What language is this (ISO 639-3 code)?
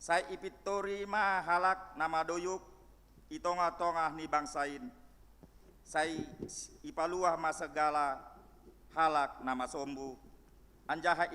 bts